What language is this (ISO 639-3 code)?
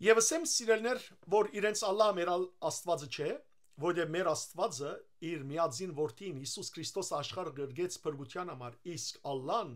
hyw